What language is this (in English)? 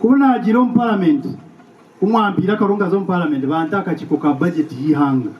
Nyankole